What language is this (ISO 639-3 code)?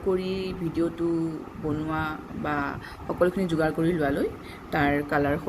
asm